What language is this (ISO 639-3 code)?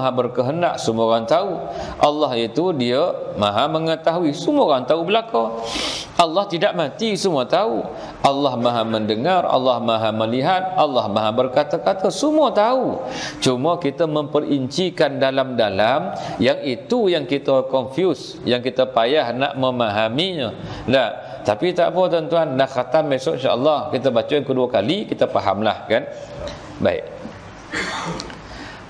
msa